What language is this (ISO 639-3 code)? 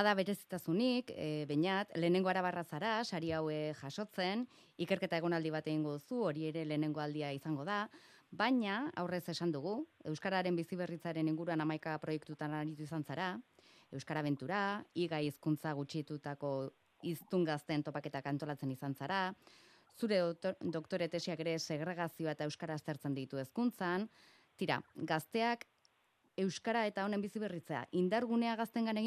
eus